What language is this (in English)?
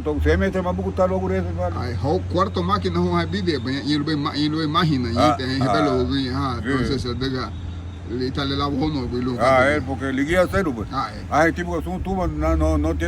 Garifuna